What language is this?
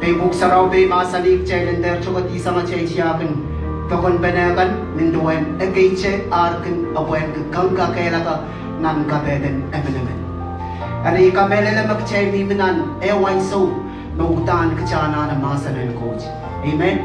Pohnpeian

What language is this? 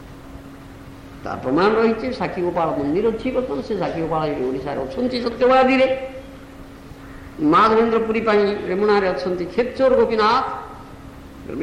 Odia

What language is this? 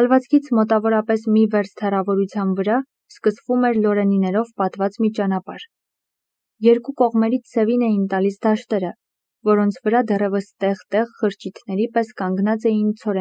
Armenian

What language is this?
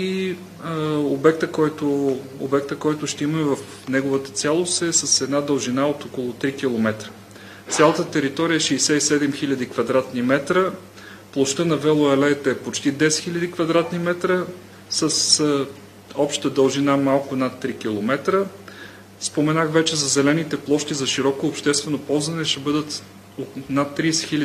Bulgarian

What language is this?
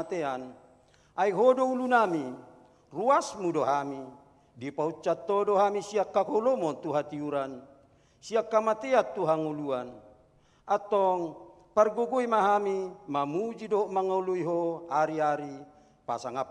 Batak Toba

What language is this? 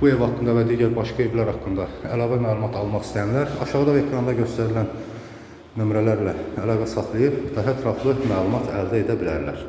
Azerbaijani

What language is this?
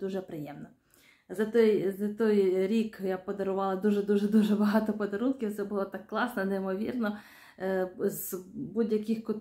Ukrainian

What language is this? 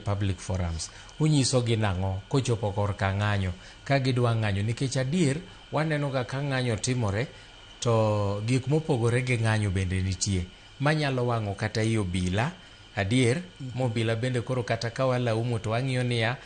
Luo (Kenya and Tanzania)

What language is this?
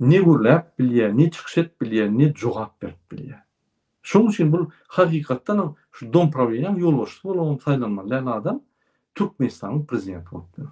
Turkmen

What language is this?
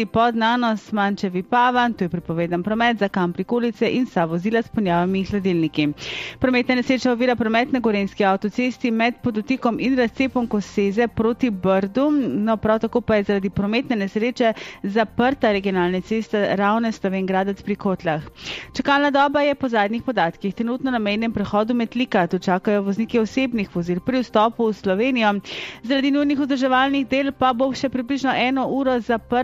Slovenian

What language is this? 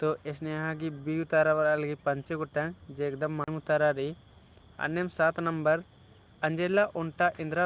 Kurukh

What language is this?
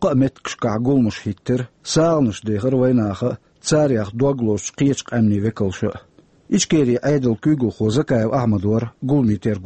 Chechen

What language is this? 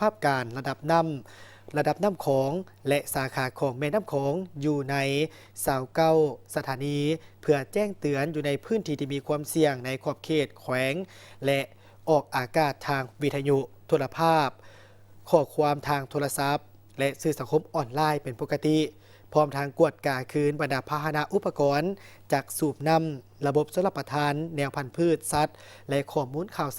Lao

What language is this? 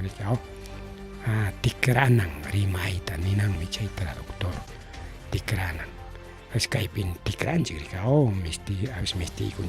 Ayacucho Quechua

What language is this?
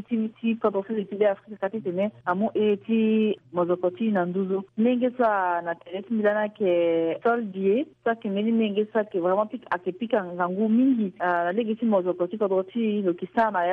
Sango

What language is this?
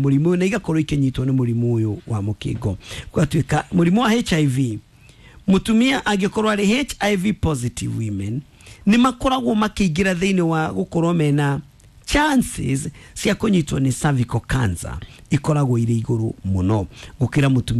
Kikuyu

